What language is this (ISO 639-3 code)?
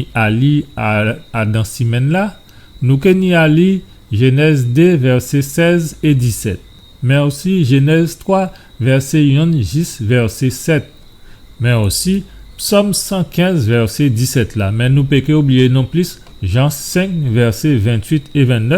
gcf